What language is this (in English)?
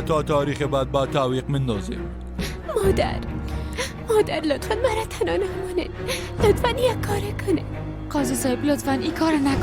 Persian